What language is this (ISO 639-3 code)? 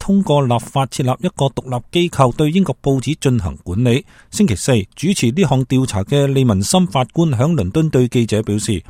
yue